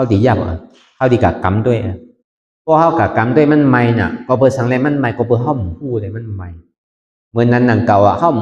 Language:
Shan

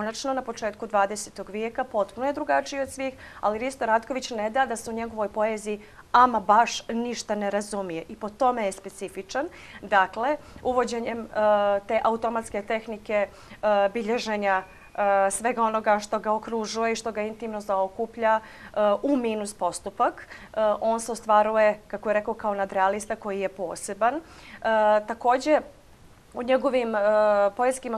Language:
Bosnian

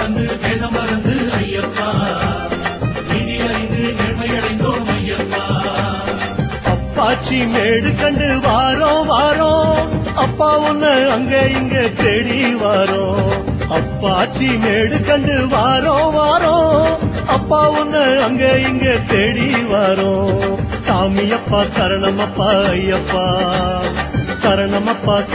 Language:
Tamil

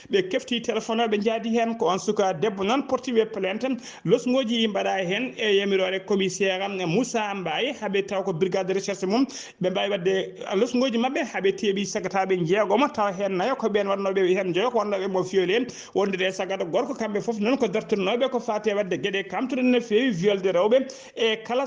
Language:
Fula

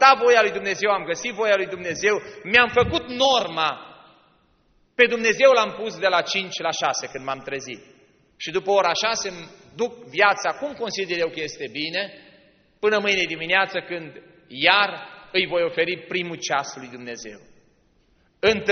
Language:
Romanian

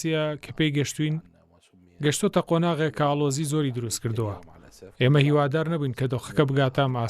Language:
Central Kurdish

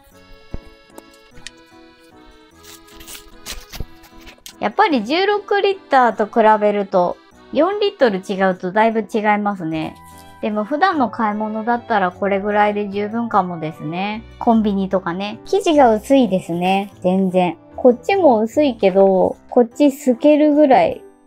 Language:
Japanese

